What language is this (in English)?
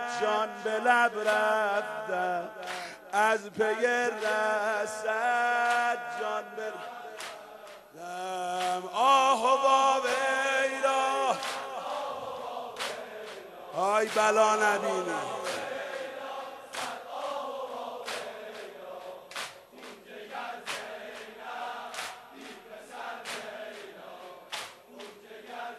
Persian